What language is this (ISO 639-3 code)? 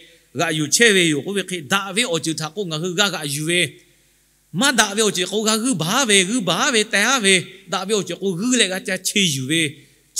lhu